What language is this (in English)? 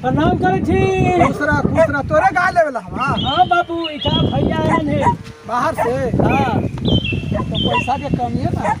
Magahi